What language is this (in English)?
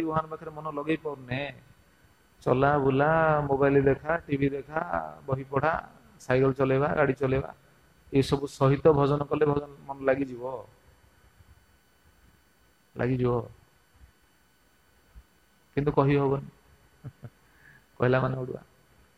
Odia